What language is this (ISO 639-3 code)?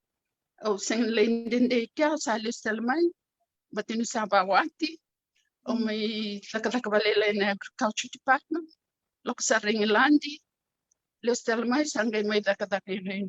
fij